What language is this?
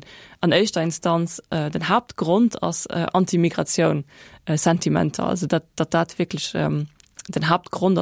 Luxembourgish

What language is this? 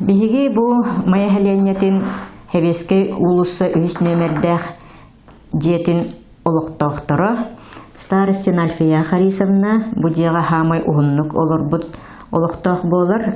Yakut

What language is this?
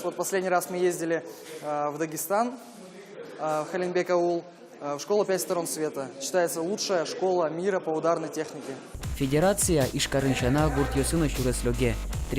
Udmurt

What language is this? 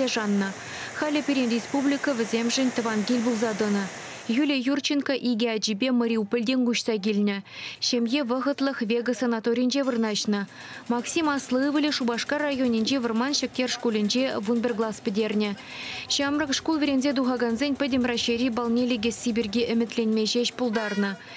Chuvash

